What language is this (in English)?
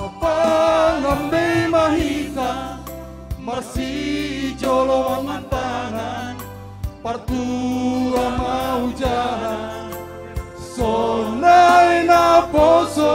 Batak Simalungun